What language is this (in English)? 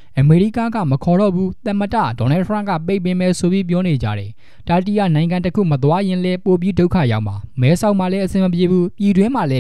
Burmese